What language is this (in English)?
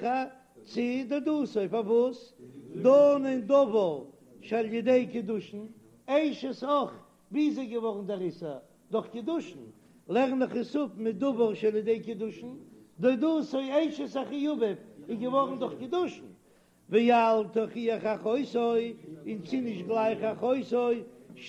Yiddish